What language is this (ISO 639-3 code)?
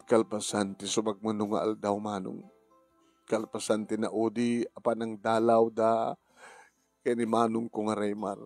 ilo